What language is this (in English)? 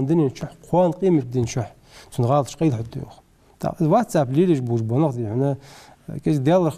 Ingush